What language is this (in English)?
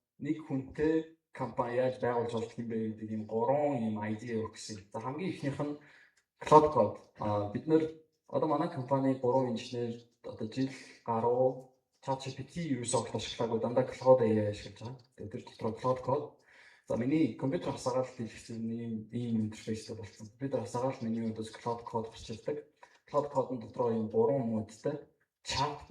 Mongolian